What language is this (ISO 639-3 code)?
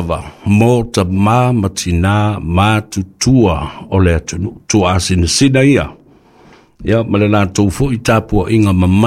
smo